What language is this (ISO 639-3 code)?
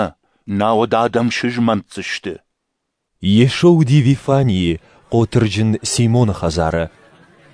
oss